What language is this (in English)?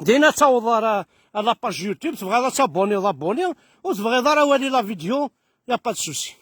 Kabyle